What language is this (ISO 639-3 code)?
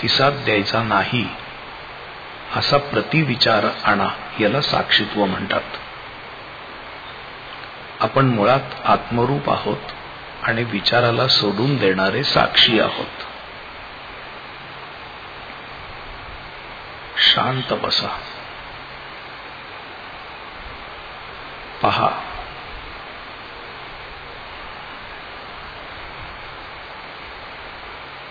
mar